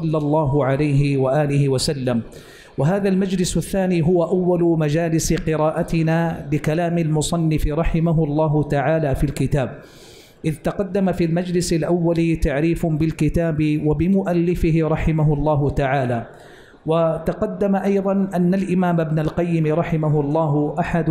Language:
Arabic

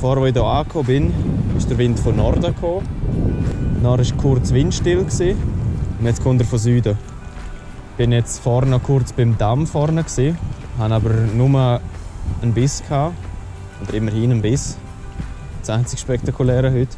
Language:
Swiss German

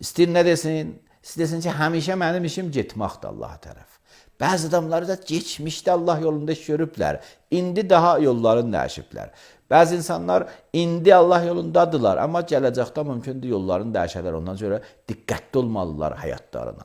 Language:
Azerbaijani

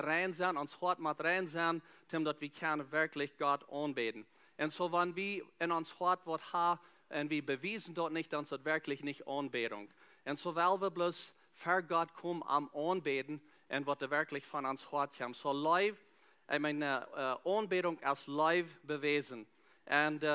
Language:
Plautdietsch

